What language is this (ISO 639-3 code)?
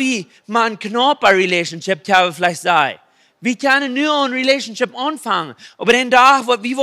pdt